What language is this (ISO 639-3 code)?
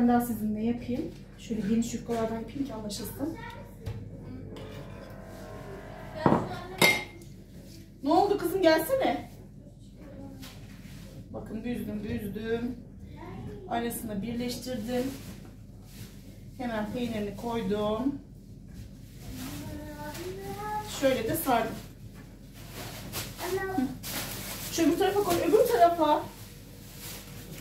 tur